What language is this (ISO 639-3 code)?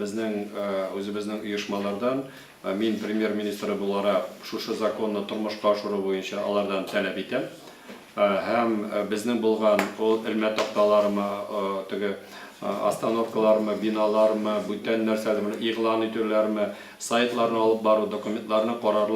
tat